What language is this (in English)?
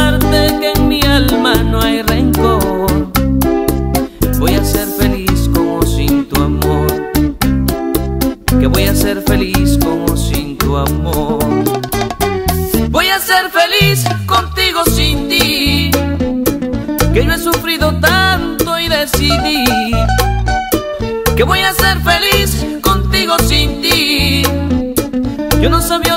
Spanish